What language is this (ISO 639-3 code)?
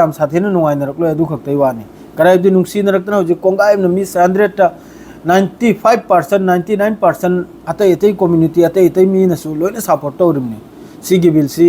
mni